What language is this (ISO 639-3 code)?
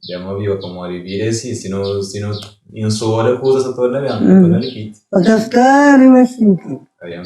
kea